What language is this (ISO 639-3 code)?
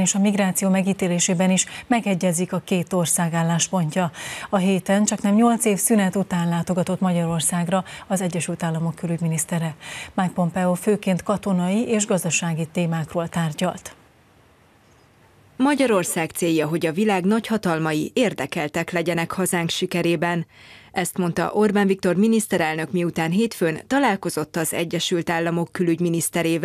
hun